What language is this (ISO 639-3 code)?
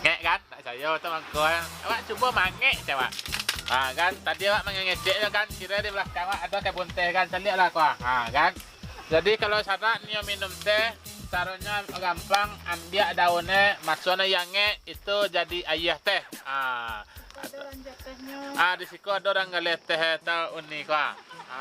min